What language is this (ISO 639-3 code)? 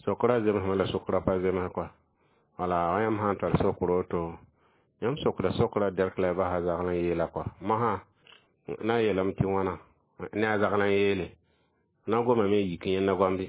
mos